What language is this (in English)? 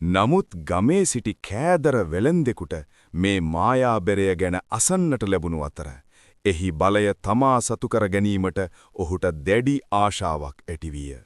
Sinhala